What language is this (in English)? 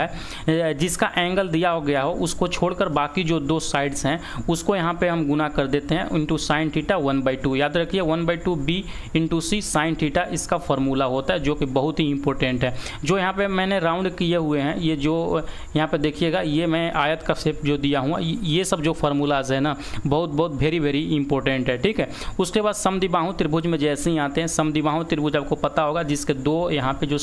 Hindi